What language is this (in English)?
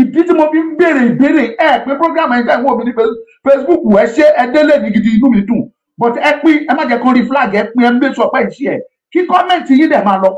Yoruba